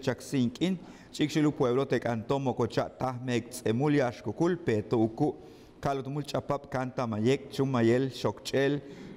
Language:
Yucateco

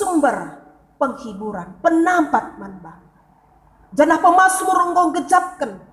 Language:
Batak Karo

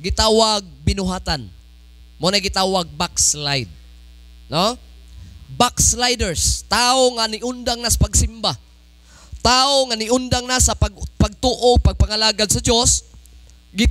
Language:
Cebuano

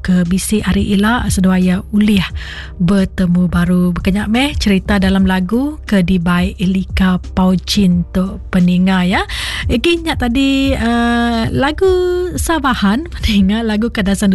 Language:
Iban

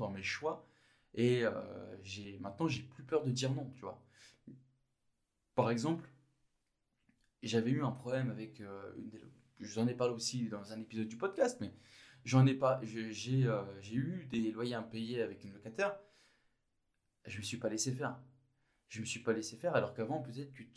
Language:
French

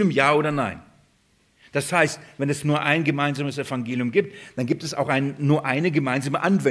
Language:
German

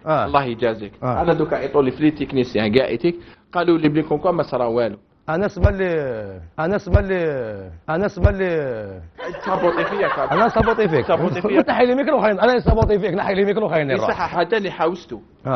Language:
Algerian Arabic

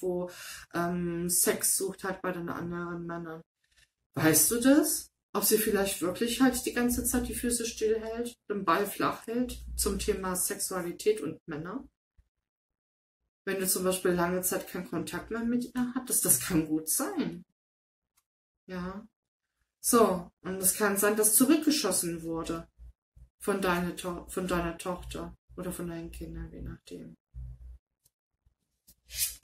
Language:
German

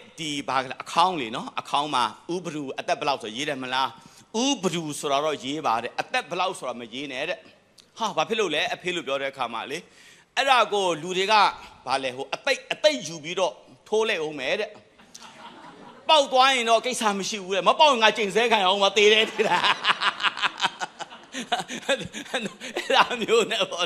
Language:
Burmese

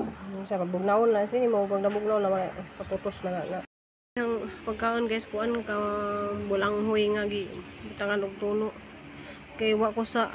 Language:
Cebuano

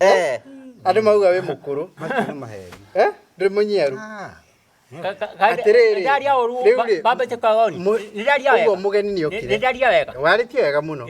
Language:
Kikuyu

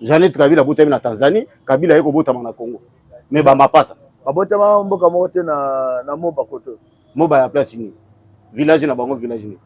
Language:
Lingala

